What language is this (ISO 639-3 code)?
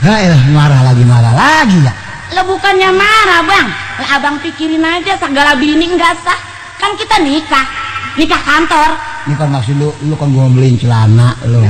bew